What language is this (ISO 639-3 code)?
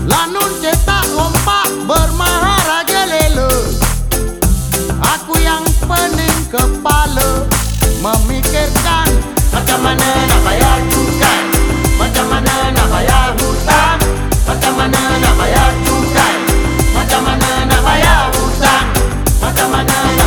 msa